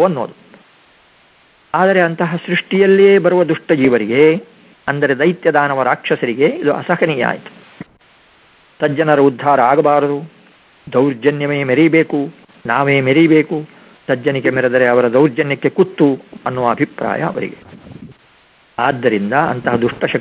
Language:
Kannada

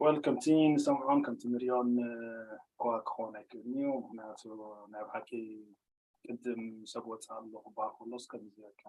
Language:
Tigrinya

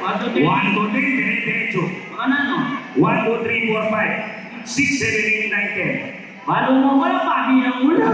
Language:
Pampanga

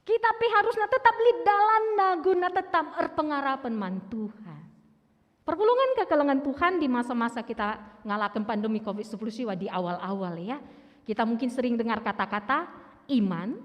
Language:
Batak Karo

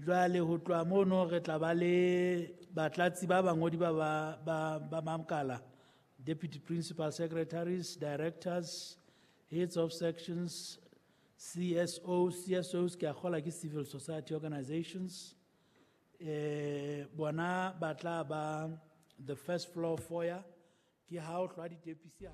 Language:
Southern Sotho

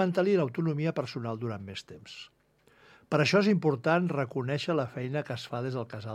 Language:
Catalan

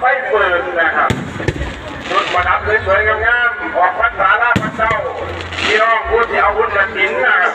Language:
Northeastern Thai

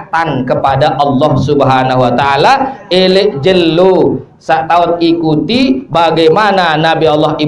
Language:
Sasak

